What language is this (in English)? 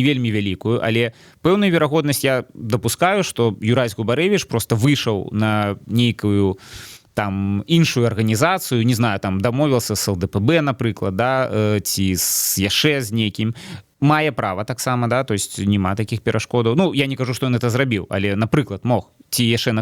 Belarusian